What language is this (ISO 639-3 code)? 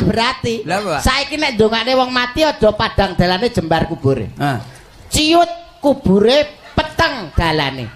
jav